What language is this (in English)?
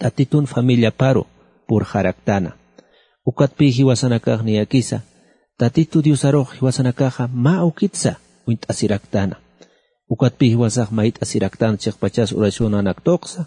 Aymara